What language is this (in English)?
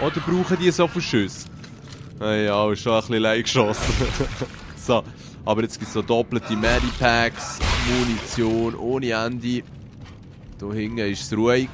Swiss German